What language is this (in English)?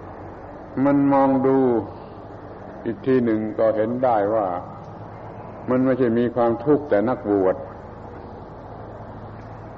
Thai